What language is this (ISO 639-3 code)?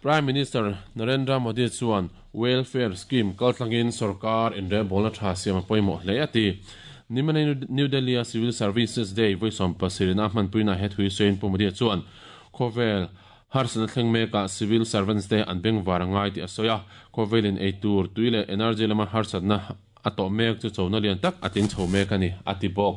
lus